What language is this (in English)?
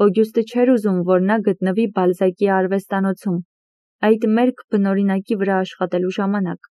Armenian